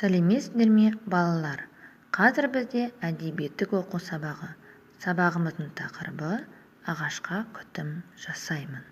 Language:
Kazakh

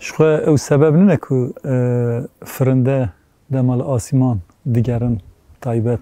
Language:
Kurdish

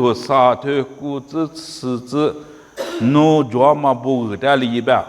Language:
Lisu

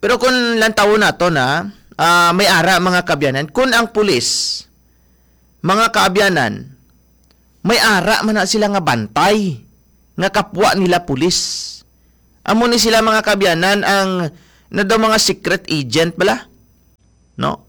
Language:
Hiligaynon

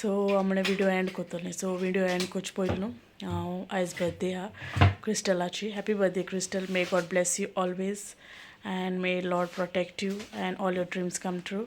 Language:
Konkani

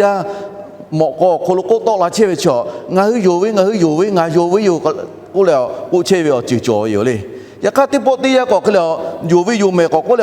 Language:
Lahu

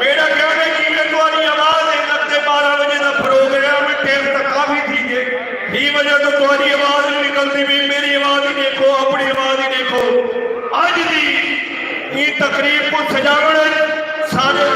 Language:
Saraiki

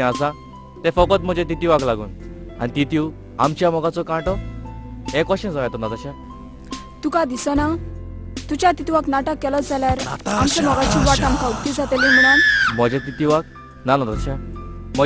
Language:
Konkani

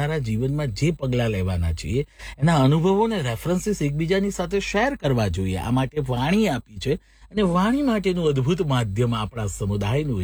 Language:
Gujarati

